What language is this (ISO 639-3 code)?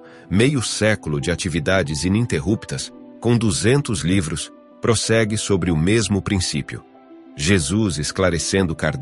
por